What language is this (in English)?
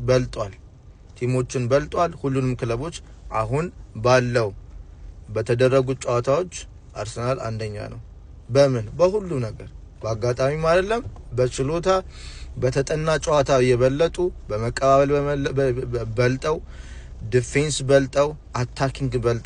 Amharic